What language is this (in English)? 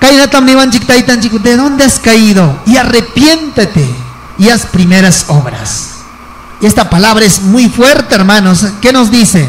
Ayacucho Quechua